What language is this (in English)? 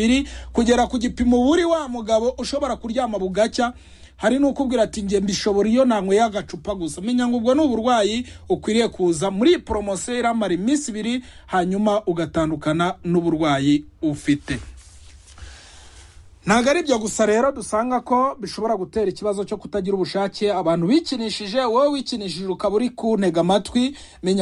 Kinyarwanda